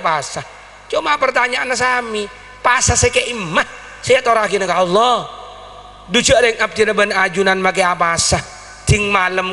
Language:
Madurese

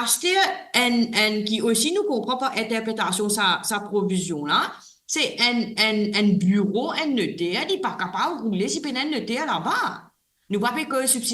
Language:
Morisyen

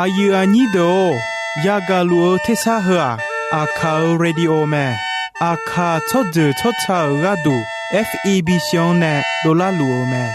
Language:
Akha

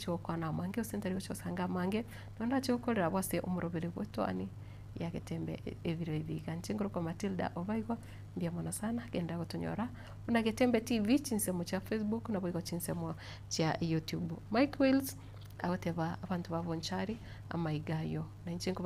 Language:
Gusii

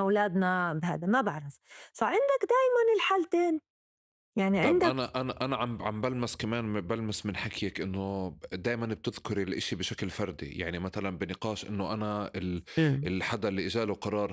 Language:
North Levantine Arabic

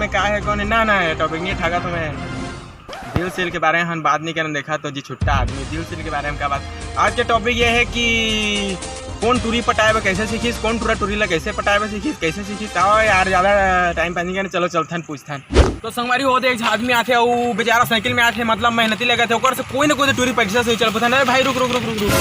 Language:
Chhattisgarhi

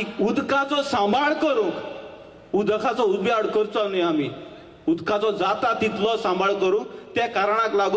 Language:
Konkani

